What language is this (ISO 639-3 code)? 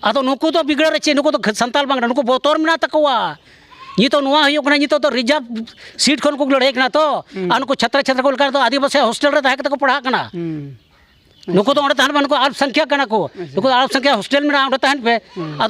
sat